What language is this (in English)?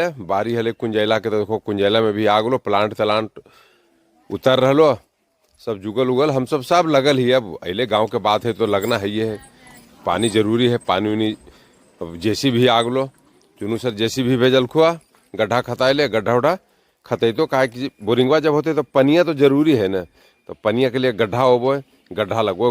Magahi